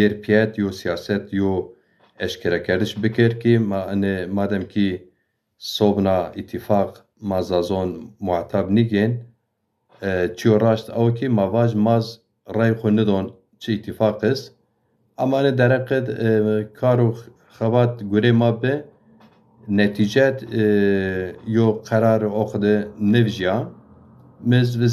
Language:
Zaza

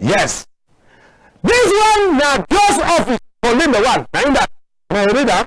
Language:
Cameroon Pidgin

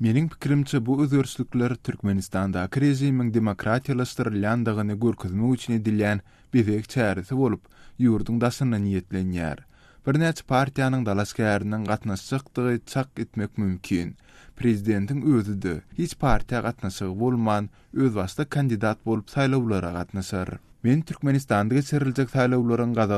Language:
Turkmen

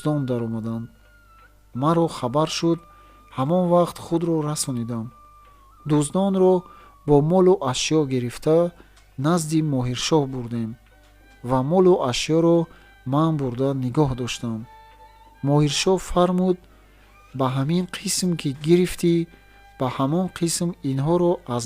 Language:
Tajik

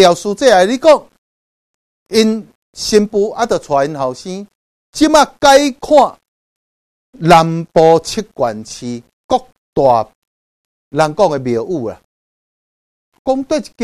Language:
Min Nan Chinese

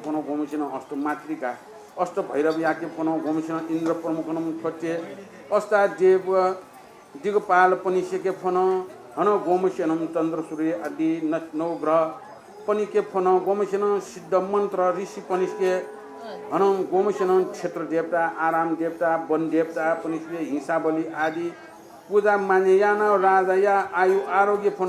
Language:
Newari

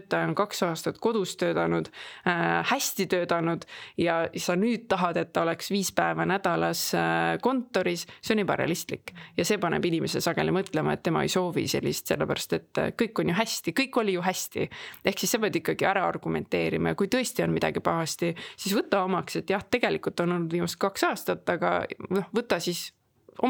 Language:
Estonian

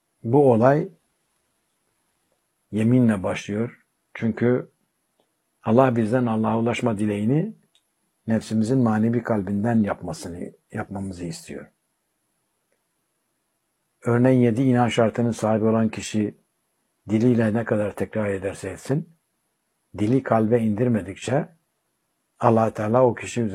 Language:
Turkish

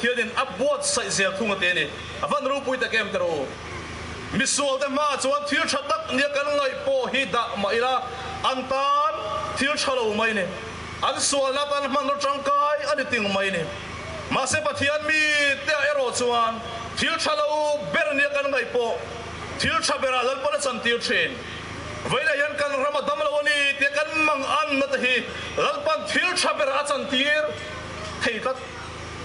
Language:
Mizo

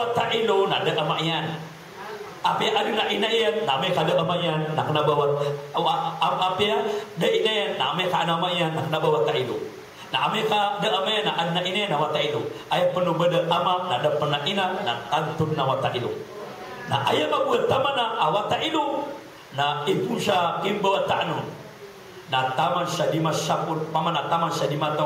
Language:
Maranao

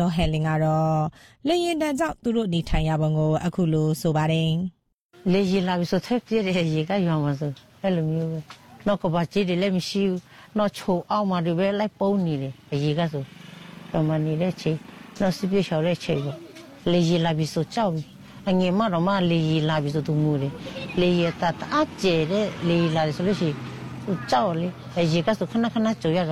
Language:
Burmese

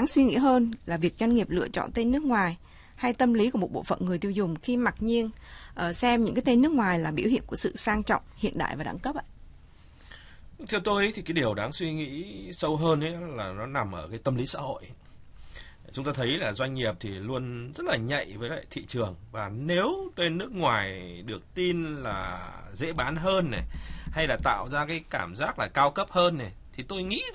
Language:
Vietnamese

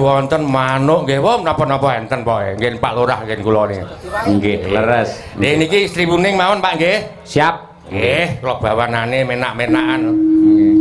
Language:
Javanese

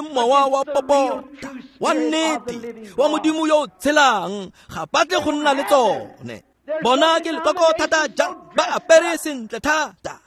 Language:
Tswana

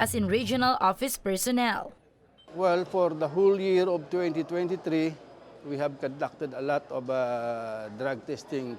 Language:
Bikol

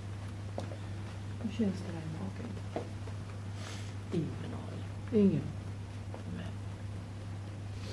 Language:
Swedish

